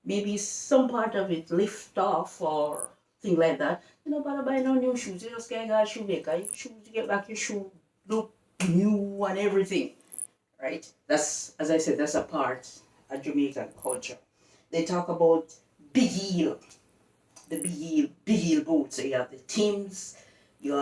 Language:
Jamaican Creole English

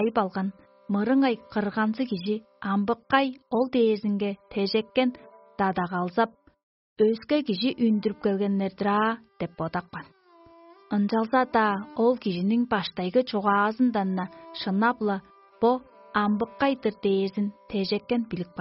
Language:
Tuvinian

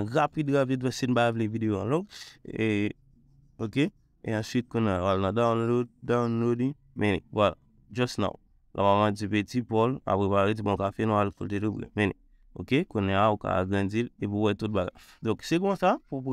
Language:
Haitian Creole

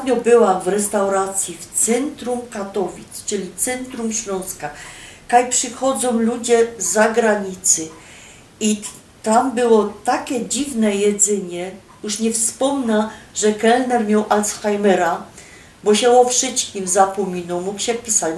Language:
Silesian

